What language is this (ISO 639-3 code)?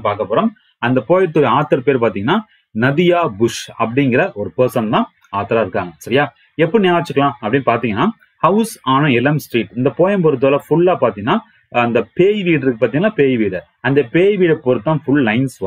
tam